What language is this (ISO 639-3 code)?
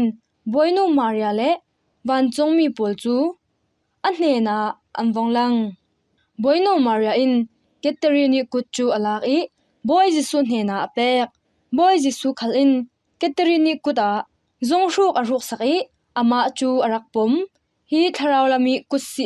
cfm